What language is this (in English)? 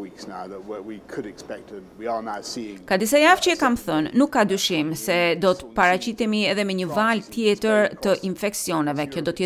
Albanian